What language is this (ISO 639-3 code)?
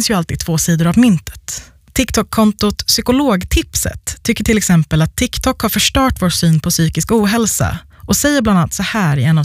swe